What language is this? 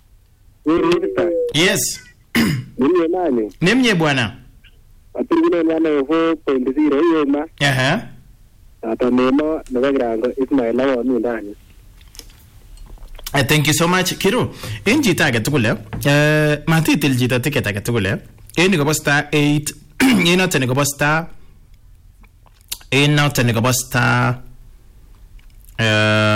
Swahili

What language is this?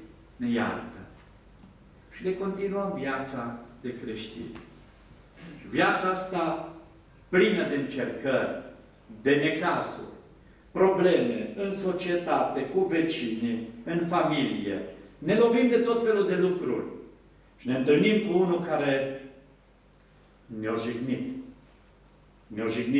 Romanian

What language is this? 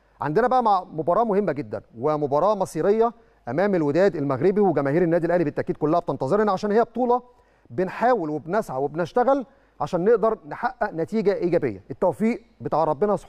Egyptian Arabic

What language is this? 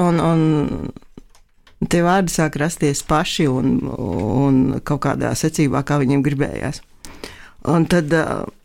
Latvian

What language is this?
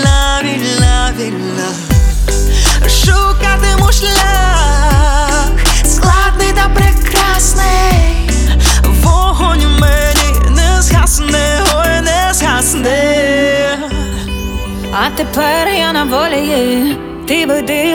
Ukrainian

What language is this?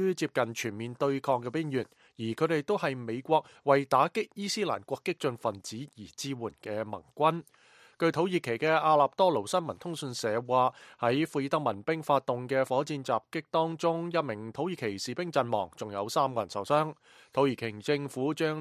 Cantonese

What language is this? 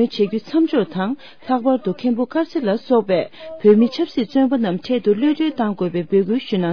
Tibetan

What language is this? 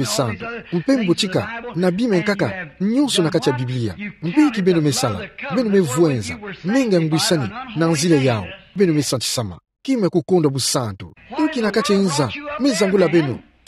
Kituba (Democratic Republic of Congo)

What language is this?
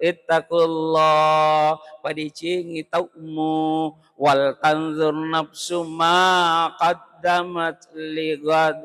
Buginese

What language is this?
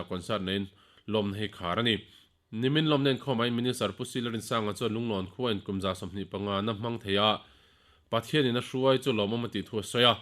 Mizo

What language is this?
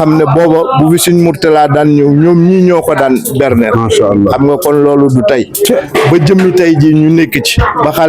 Wolof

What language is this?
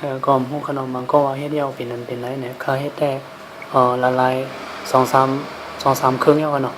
Shan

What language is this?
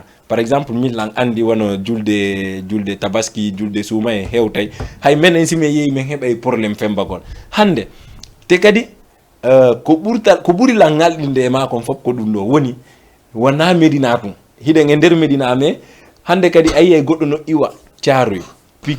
Fula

